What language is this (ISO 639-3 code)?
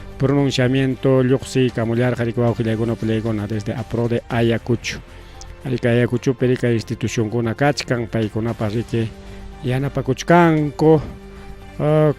quy